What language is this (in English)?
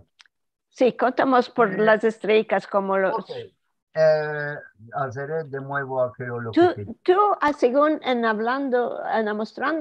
Ladino